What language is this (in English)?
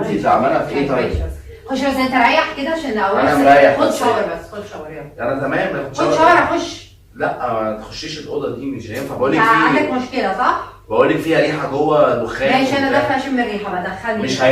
Egyptian Arabic